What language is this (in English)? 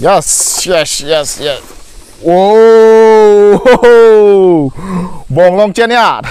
Karbi